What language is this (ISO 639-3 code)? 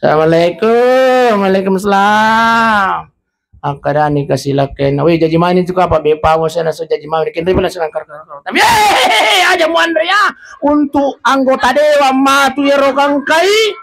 bug